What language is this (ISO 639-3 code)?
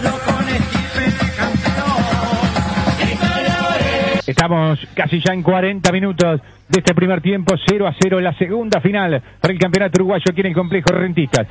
spa